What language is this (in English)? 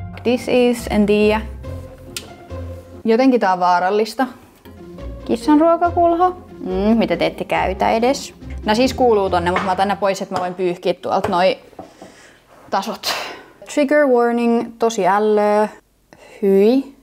Finnish